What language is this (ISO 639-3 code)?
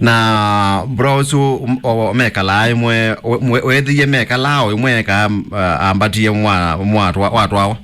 kam